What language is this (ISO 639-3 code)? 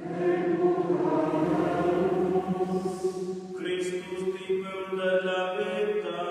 roh